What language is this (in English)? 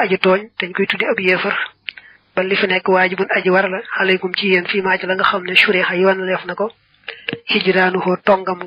Wolof